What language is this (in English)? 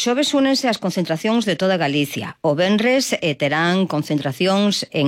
Galician